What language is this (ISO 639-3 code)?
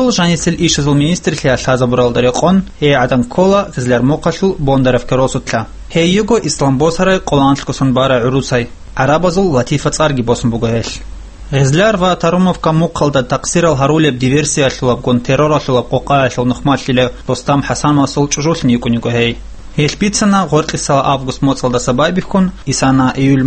ava